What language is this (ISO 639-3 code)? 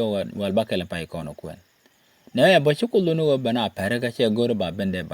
nus